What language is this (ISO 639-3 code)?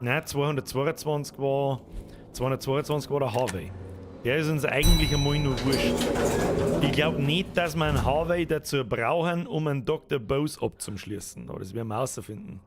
bar